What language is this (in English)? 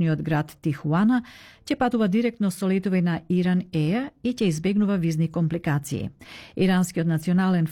Macedonian